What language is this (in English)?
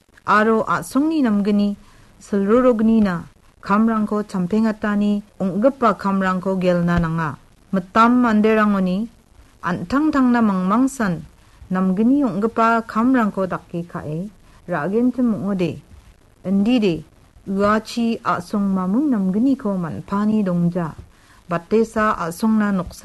Garo